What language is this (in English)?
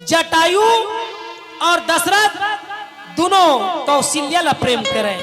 Chhattisgarhi